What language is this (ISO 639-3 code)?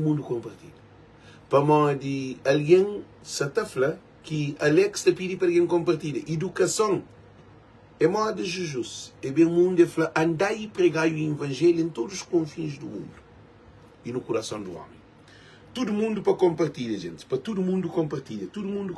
kea